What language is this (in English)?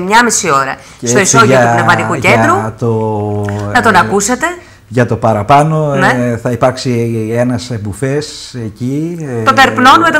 Greek